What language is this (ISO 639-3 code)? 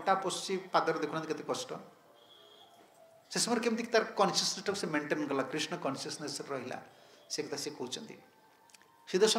ori